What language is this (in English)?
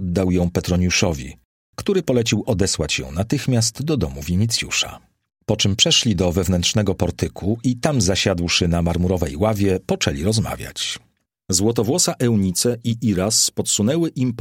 Polish